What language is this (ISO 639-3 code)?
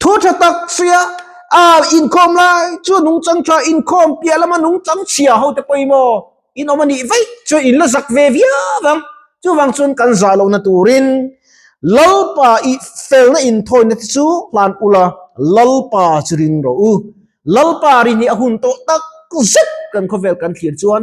lus